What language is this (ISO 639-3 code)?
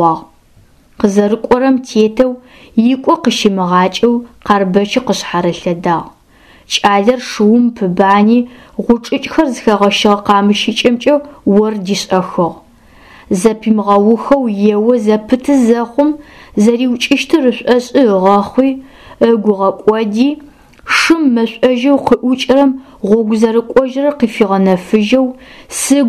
ady